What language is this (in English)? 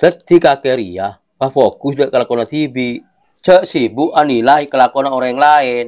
Madurese